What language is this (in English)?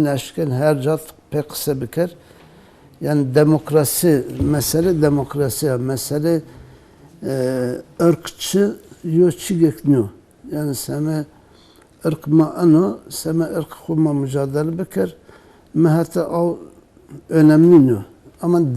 Zaza